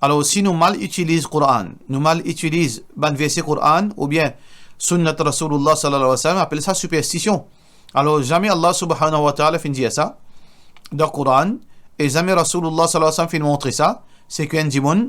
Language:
Morisyen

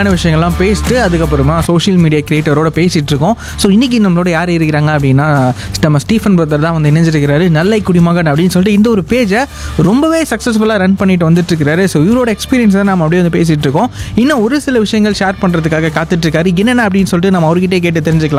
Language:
Tamil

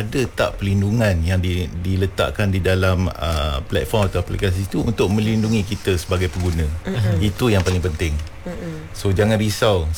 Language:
Malay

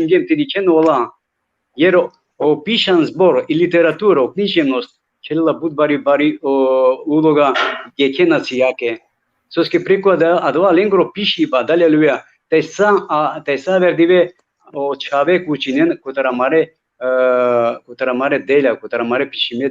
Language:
Balkan Romani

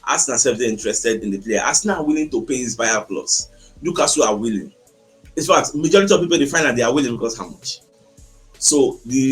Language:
Nigerian Pidgin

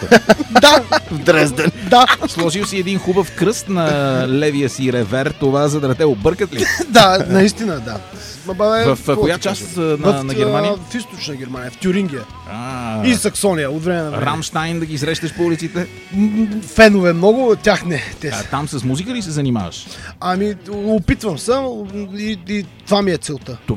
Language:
Bulgarian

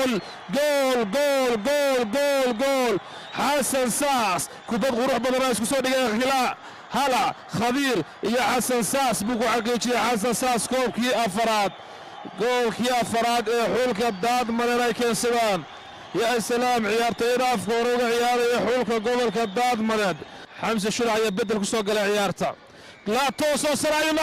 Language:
Somali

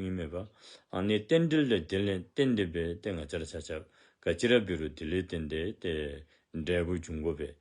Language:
Dzongkha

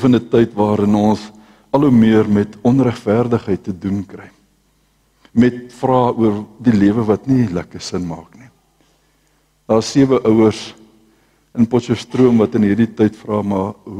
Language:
Afrikaans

